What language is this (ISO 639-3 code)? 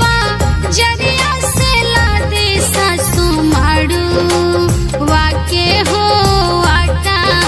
bho